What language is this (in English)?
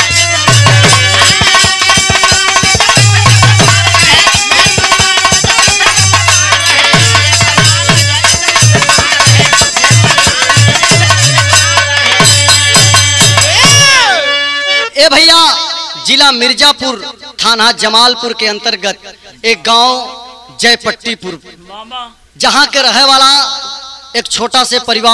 Bhojpuri